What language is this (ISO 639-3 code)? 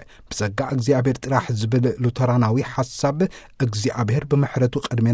tir